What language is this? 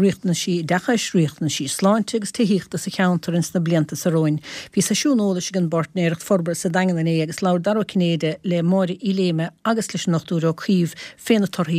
Irish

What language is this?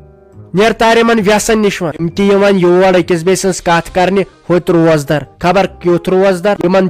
Kashmiri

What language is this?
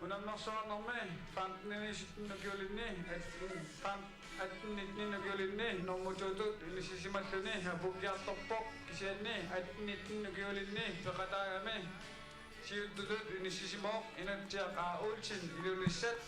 Kalaallisut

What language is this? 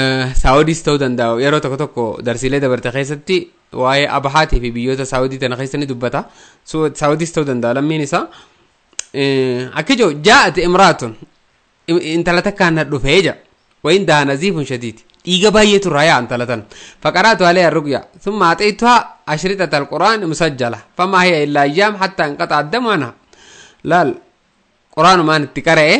Oromo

